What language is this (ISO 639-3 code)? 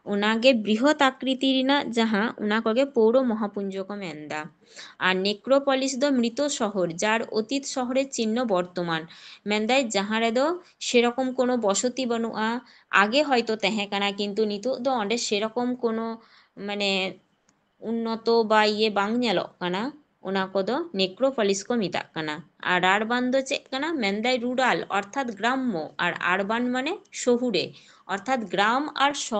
sat